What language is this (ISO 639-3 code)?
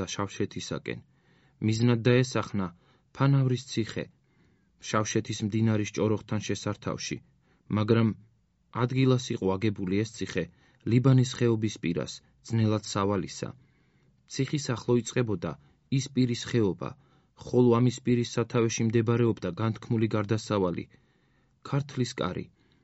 kat